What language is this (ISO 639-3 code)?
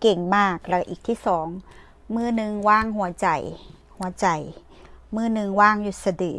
tts